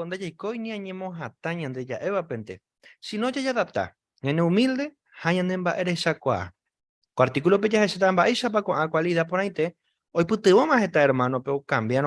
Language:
Guarani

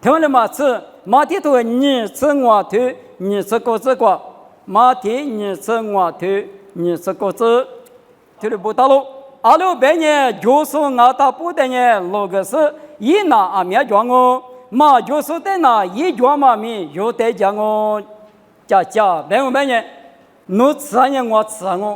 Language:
Lisu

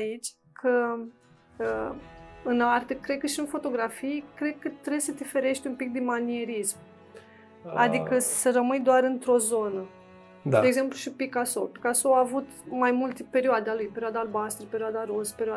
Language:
Romanian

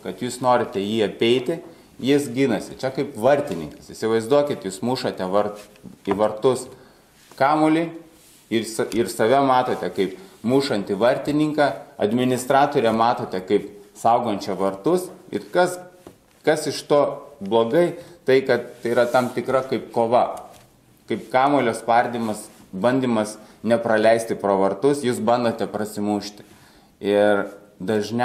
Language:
Lithuanian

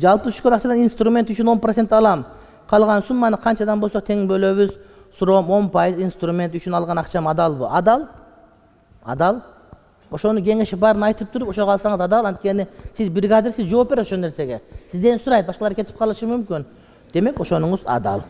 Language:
Kyrgyz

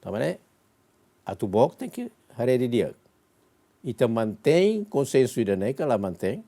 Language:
Tetum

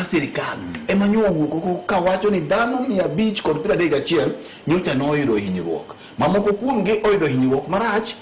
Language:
Luo (Kenya and Tanzania)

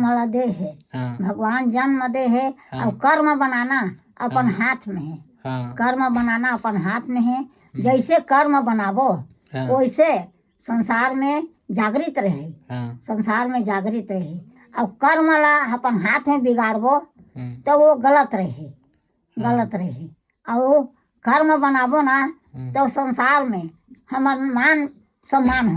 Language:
Chhattisgarhi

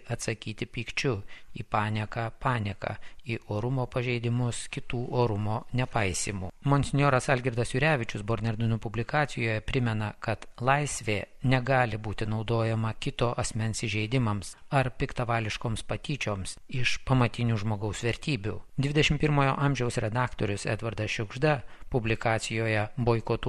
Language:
Lithuanian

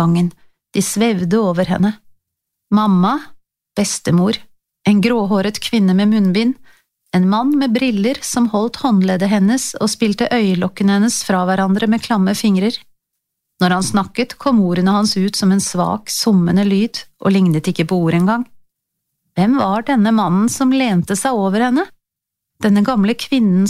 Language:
Norwegian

